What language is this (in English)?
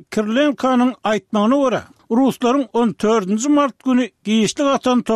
Turkmen